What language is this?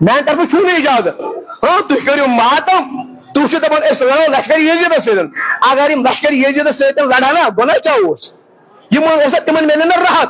Kashmiri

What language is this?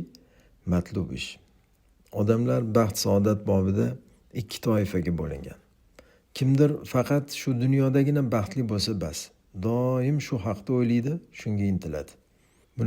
Uzbek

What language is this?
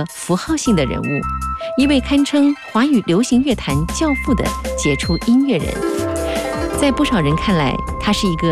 Chinese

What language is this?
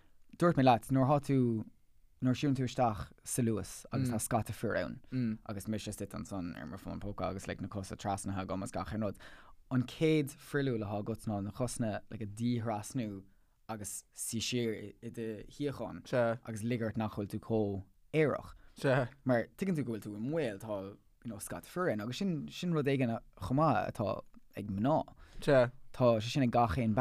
Irish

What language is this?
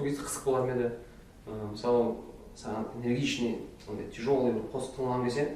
Kara-Kalpak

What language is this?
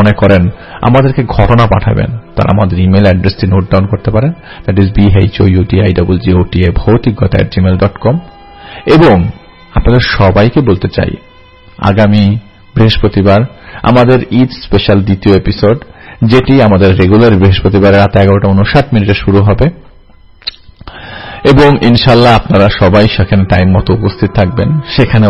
Bangla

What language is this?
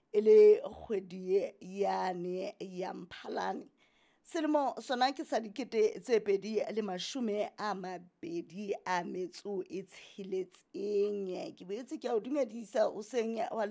Southern Sotho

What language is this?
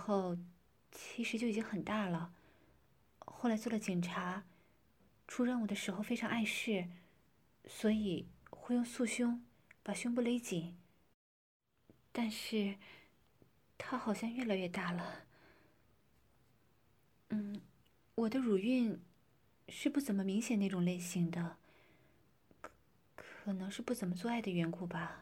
Chinese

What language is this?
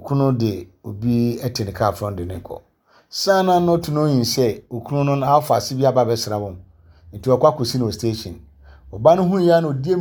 Akan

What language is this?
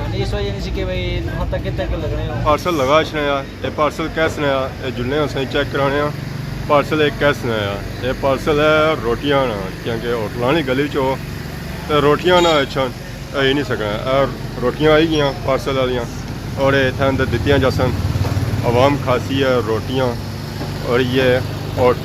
Pahari-Potwari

